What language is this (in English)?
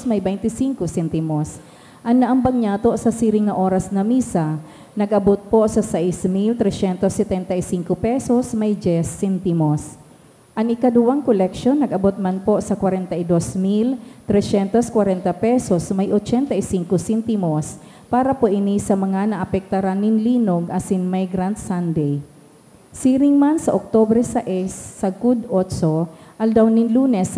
Bikol